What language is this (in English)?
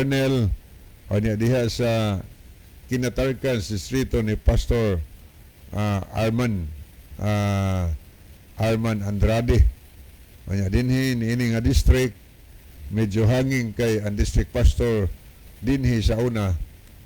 Cebuano